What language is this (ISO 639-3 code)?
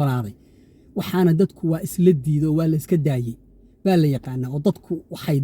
som